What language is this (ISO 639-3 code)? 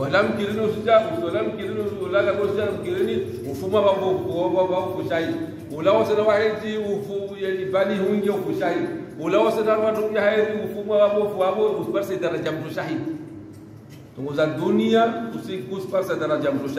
swa